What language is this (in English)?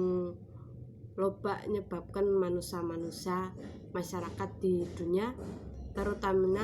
Sundanese